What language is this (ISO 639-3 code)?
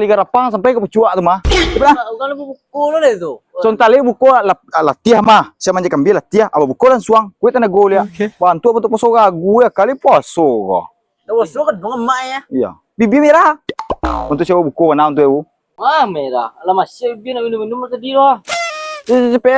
min